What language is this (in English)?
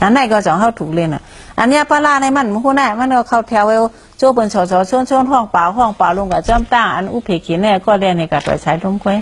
Shan